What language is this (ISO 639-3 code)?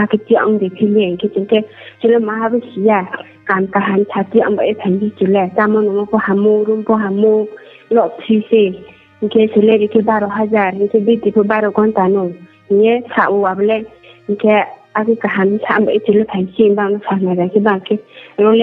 ria